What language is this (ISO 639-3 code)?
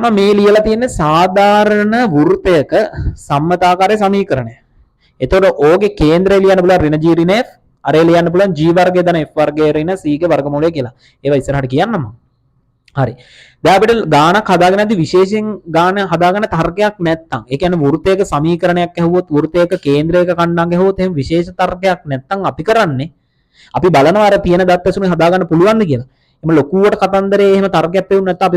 sin